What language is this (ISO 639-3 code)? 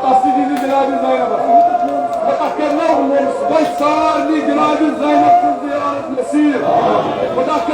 kas